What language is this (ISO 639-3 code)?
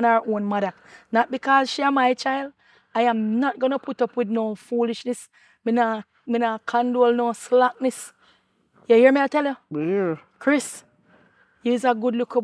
jam